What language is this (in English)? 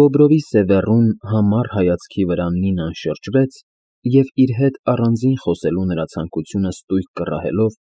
Armenian